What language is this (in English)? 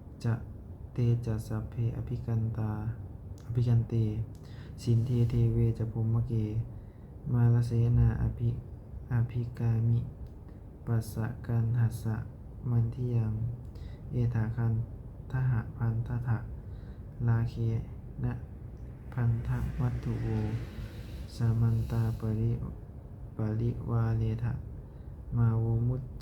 Pali